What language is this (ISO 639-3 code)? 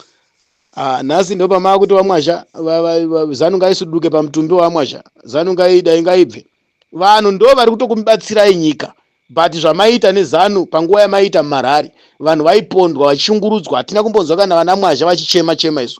sna